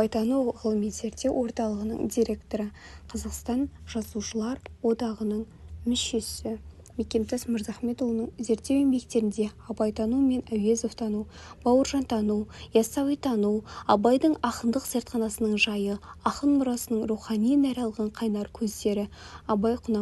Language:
Kazakh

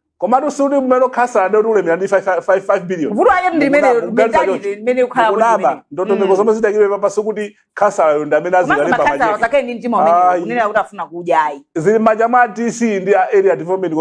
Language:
Nyanja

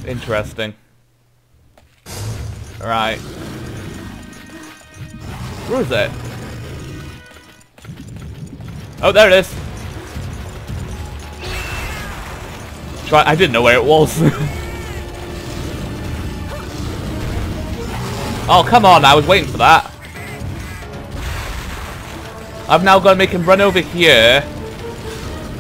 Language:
English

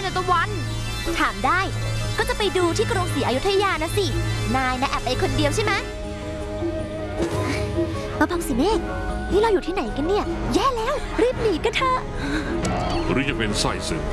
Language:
Thai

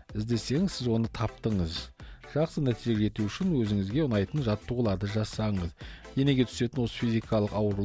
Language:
Kazakh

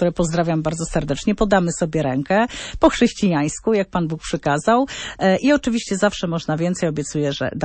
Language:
Polish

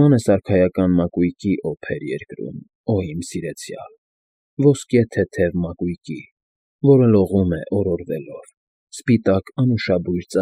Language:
Armenian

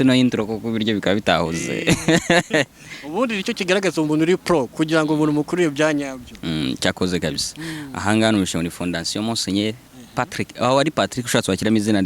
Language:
Kinyarwanda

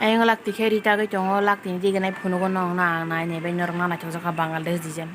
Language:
Kok Borok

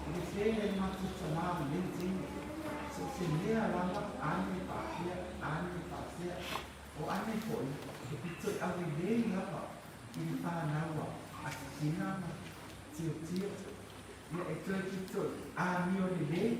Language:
Samoan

